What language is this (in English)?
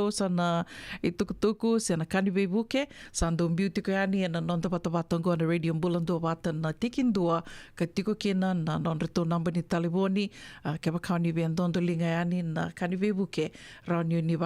Fijian